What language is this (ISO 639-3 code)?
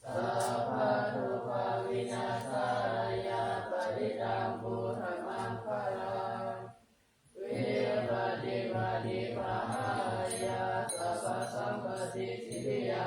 pli